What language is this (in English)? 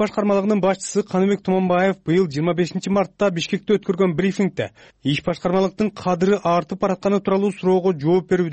Kyrgyz